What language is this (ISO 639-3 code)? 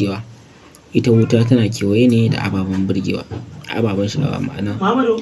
hau